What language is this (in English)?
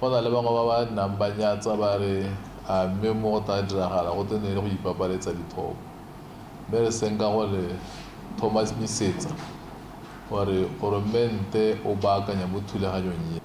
Tswana